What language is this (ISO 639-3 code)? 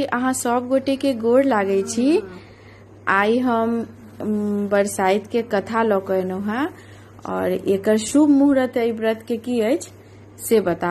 mai